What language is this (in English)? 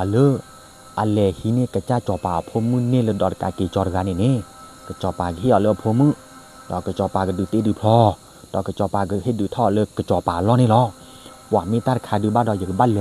S'gaw Karen